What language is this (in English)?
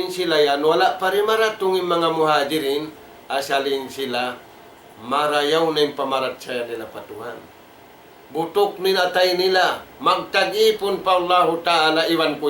Tausug